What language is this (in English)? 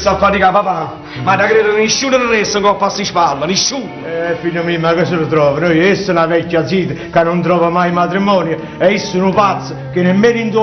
Neapolitan